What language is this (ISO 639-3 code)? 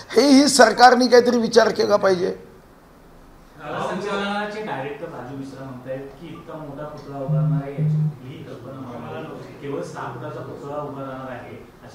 mar